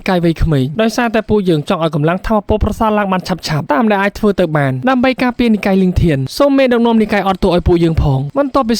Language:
Khmer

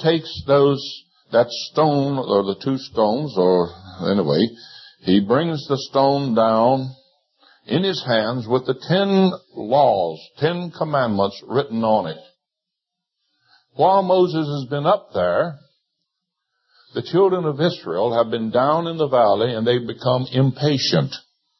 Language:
English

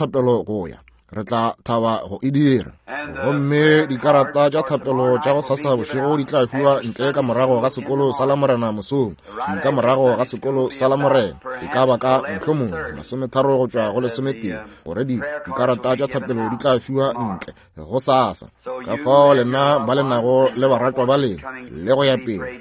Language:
Northern Sotho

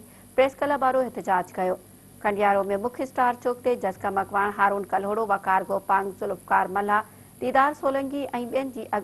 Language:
Sindhi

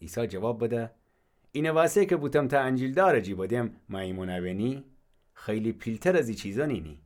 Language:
Gilaki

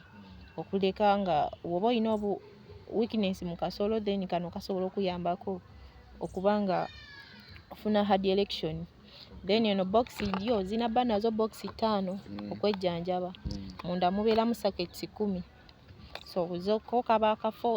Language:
Ganda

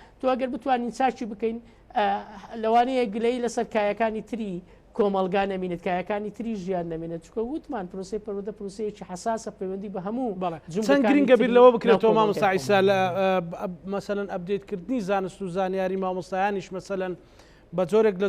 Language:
Central Kurdish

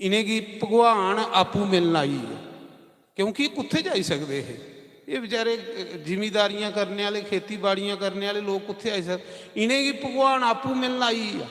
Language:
Dogri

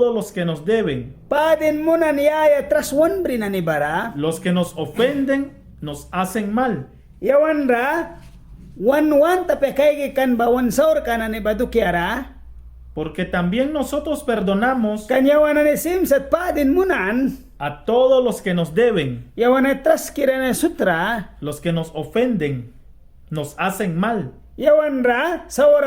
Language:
Mískito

